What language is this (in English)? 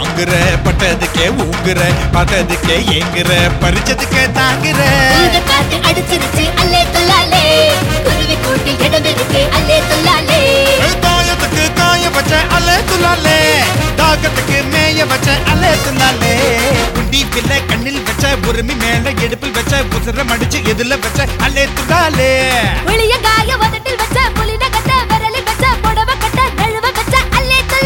Tamil